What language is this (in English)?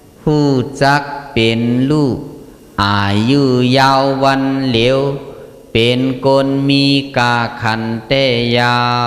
Shan